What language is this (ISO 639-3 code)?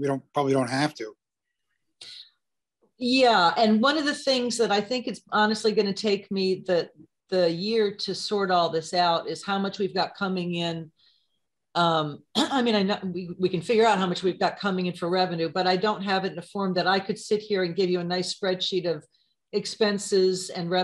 eng